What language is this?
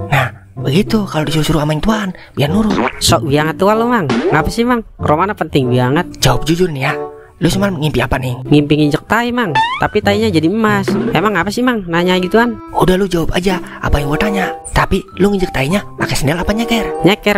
Betawi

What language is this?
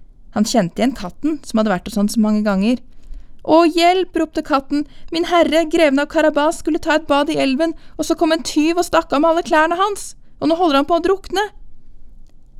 Norwegian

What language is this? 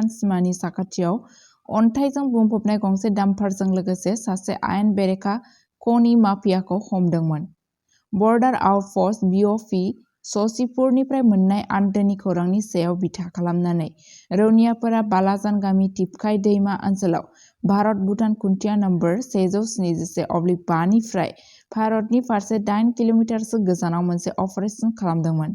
Bodo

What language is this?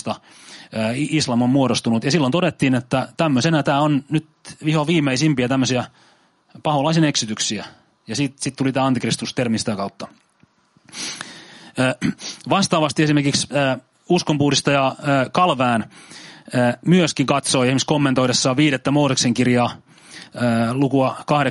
Finnish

